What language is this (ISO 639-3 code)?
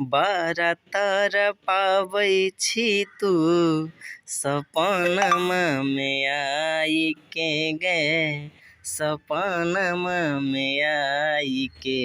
mai